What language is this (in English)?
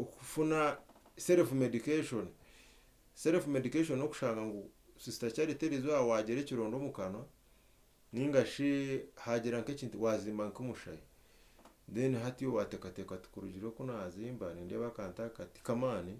Nyankole